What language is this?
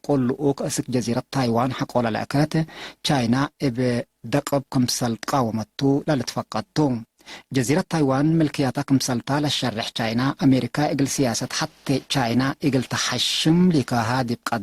Tigre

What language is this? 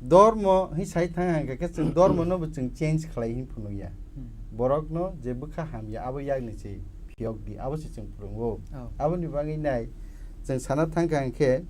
Kok Borok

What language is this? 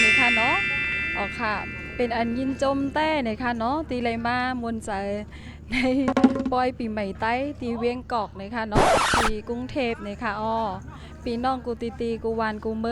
Shan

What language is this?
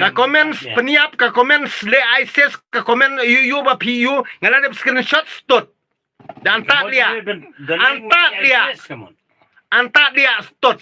Khasi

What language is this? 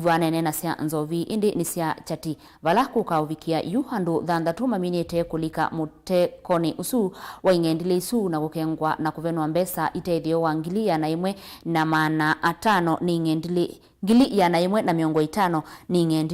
Kamba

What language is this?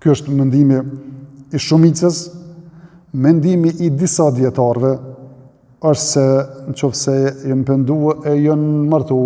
Albanian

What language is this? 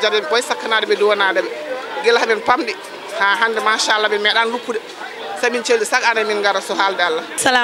Fula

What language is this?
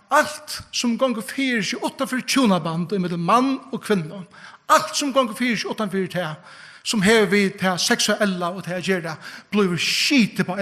Faroese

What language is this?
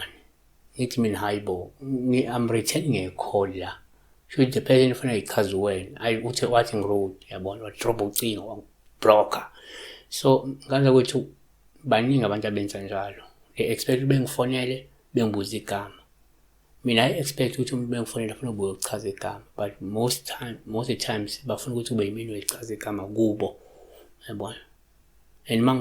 Zulu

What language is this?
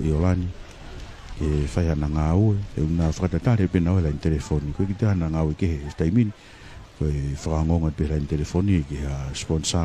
Tongan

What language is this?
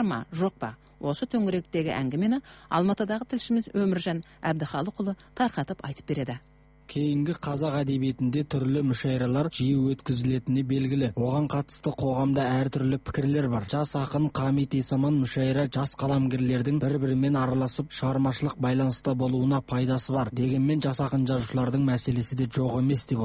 Kazakh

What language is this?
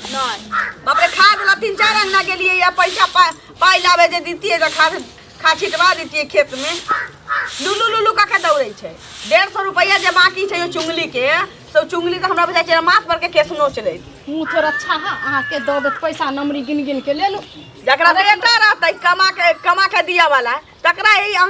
Maithili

